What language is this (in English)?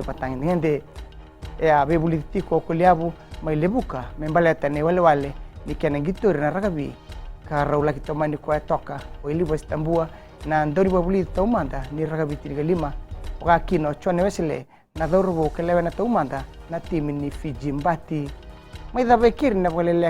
Fijian